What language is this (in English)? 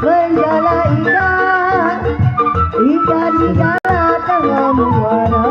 Betawi